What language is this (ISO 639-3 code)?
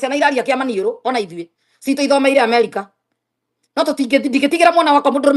kik